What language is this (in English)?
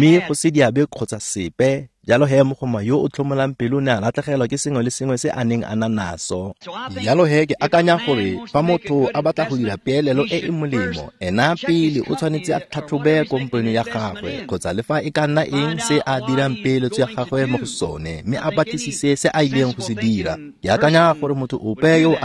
Tswana